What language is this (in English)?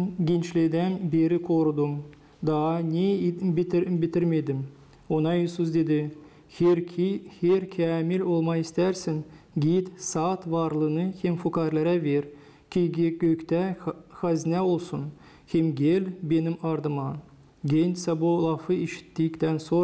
Gagauz